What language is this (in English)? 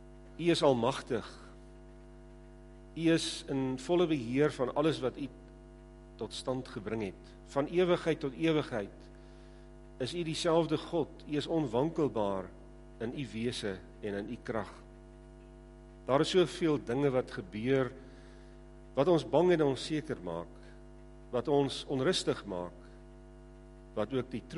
Afrikaans